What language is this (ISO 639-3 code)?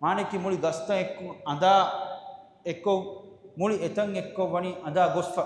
div